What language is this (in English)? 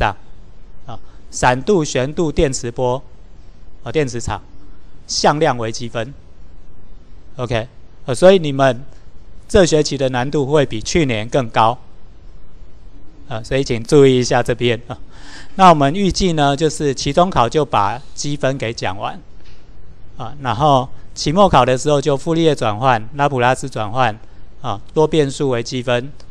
Chinese